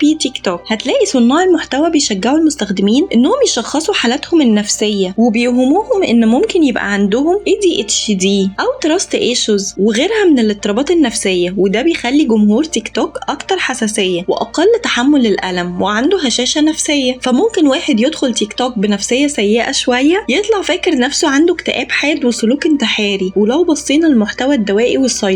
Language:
Egyptian Arabic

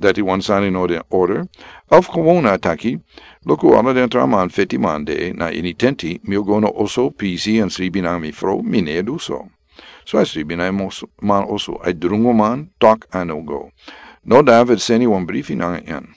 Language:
Sranan Tongo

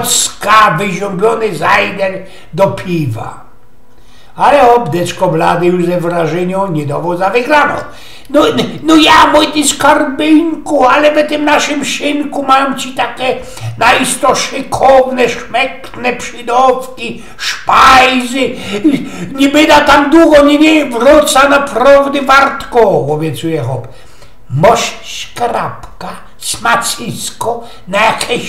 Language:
Silesian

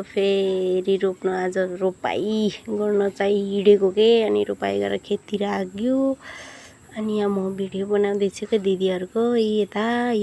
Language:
Nepali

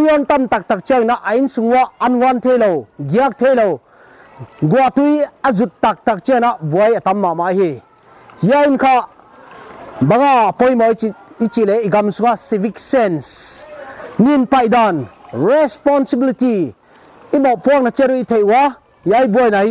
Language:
Paite Chin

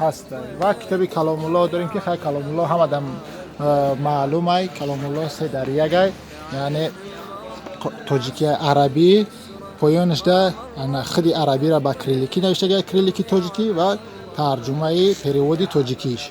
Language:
Tajik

